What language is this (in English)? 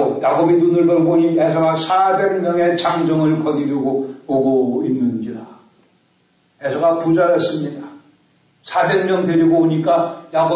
Korean